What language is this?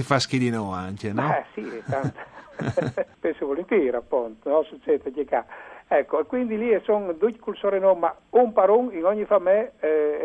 Friulian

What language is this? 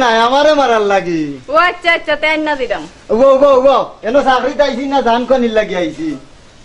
Sylheti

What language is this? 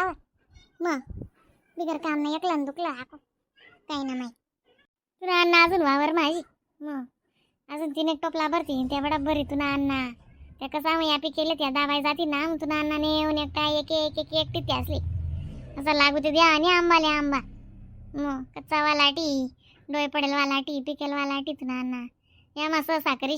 Khandesi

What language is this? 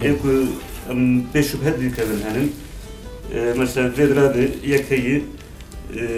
Kurdish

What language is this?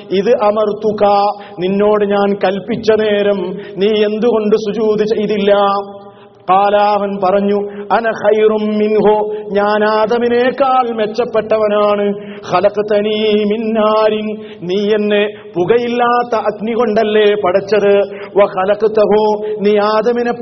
Malayalam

